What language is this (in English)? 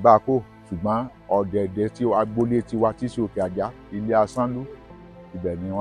Yoruba